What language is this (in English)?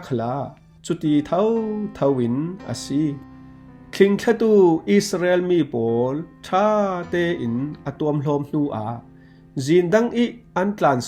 Falam Chin